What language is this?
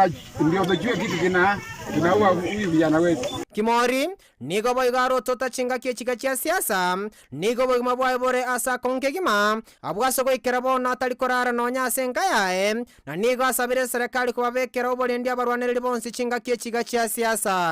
Gusii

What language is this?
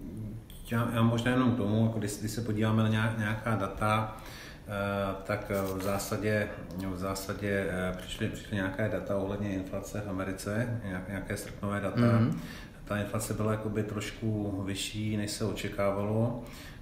Czech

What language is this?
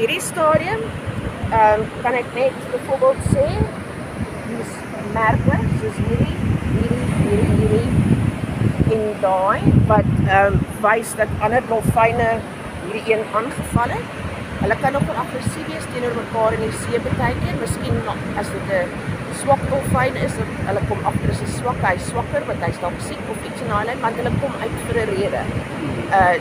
Afrikaans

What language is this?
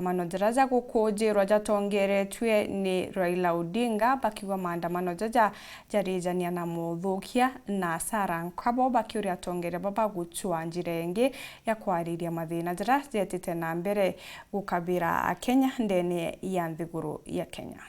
Meru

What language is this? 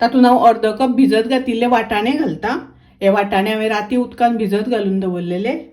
Konkani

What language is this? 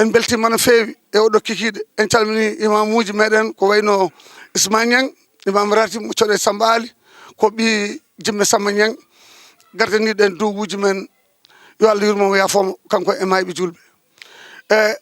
Fula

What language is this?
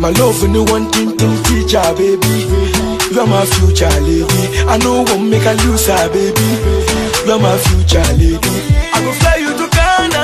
Dagbani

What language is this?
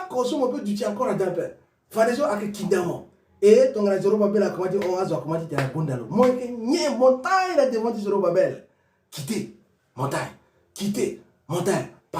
Sango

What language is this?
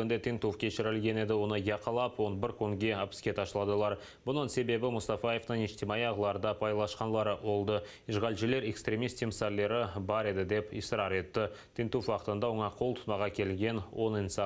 Crimean Tatar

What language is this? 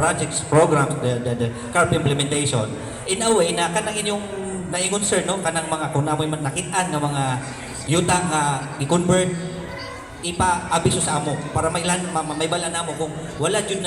Cebuano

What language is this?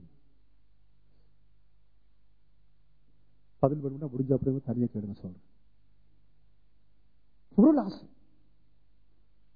Tamil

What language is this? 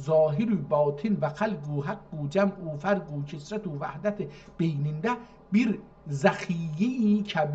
South Azerbaijani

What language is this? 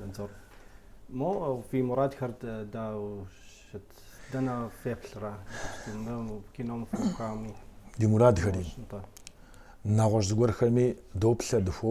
Kabardian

